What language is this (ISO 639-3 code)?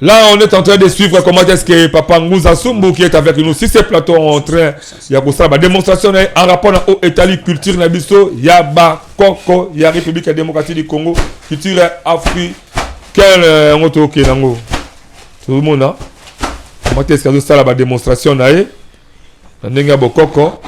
lin